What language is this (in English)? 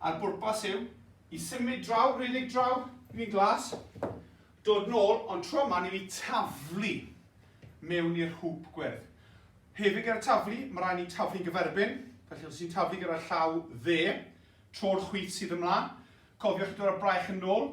Welsh